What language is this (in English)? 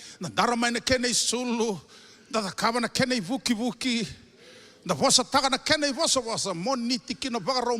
Fijian